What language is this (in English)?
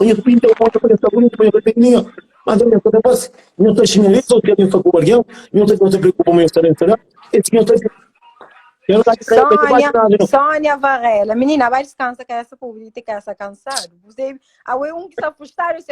Kabuverdianu